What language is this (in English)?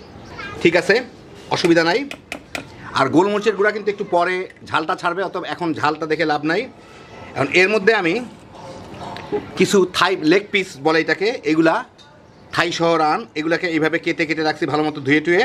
Bangla